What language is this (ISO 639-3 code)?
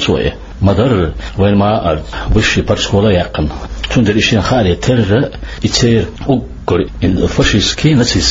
che